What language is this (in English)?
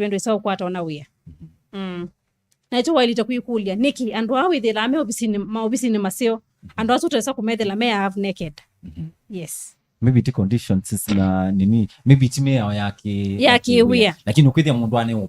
Kamba